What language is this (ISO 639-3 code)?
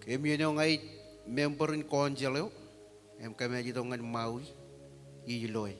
mah